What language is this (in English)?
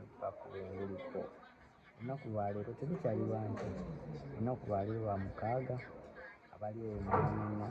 Ganda